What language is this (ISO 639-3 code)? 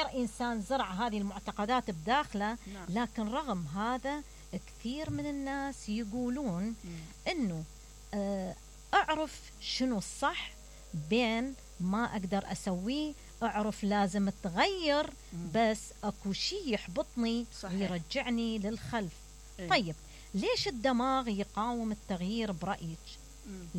acm